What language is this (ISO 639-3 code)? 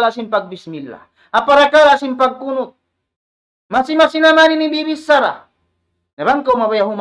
tsg